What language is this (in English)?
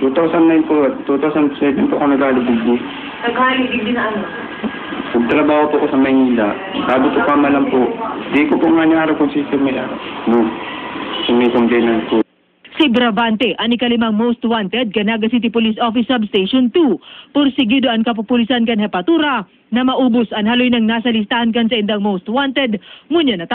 Bikol